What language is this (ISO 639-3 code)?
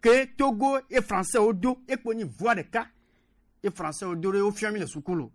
gej